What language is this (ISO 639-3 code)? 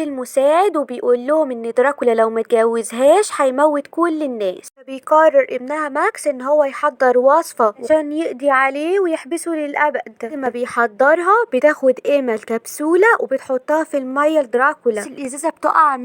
arz